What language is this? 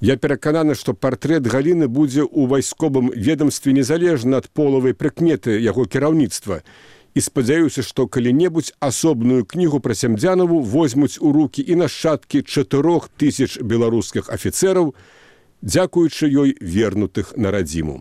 Belarusian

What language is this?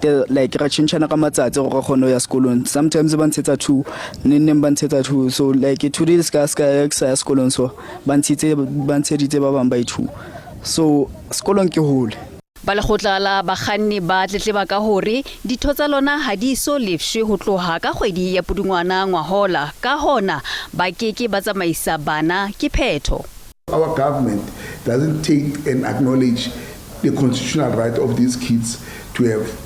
Southern Sotho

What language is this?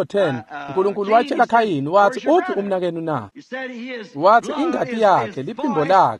Swati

